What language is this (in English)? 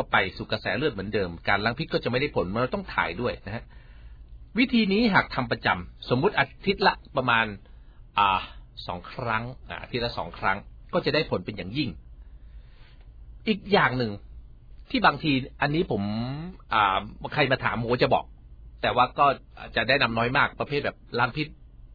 Thai